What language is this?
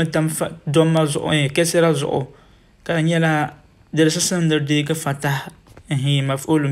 Dagbani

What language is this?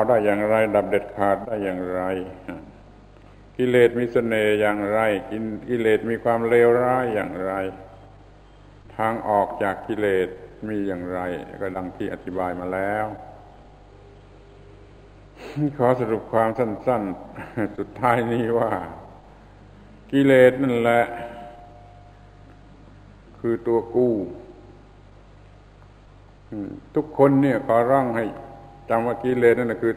Thai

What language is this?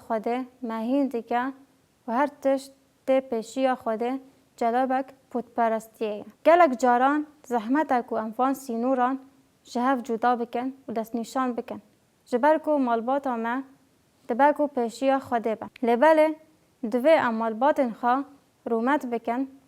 Kurdish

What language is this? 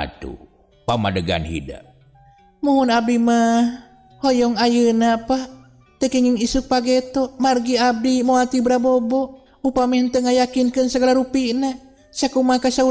Sundanese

